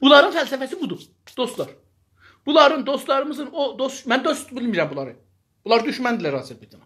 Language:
South Azerbaijani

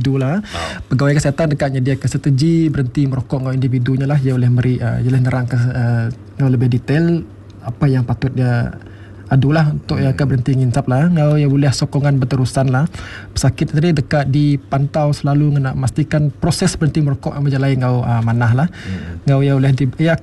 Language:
Malay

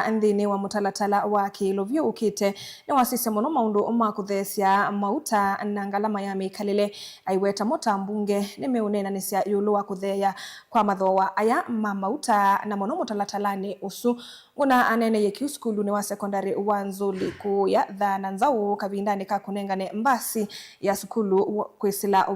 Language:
Kamba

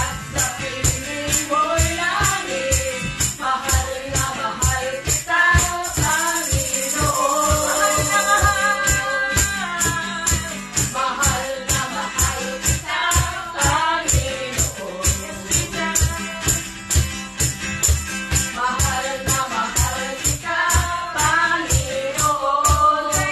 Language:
Filipino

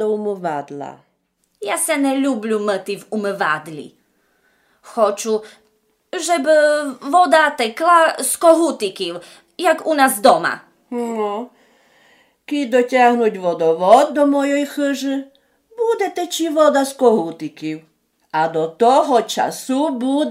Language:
Rusyn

